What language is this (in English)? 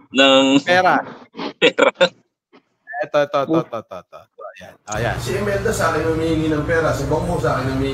Filipino